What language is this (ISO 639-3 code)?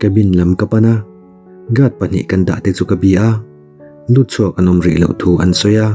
lus